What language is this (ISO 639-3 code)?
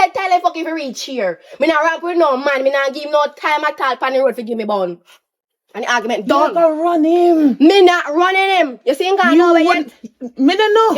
jam